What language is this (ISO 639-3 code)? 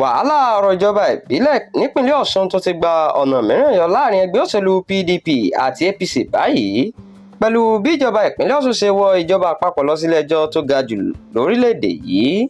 yor